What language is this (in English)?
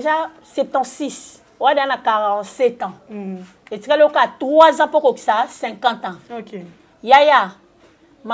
Lingala